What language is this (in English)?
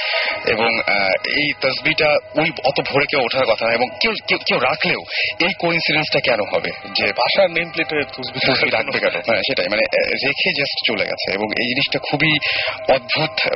Bangla